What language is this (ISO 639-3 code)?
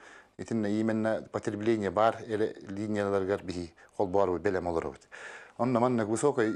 sah